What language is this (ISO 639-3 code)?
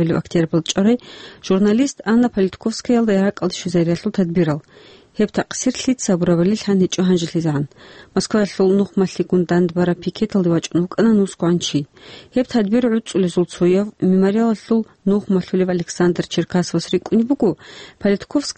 ava